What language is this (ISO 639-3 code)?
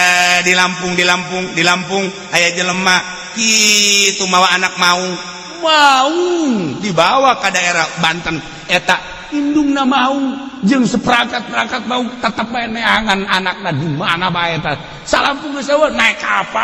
sun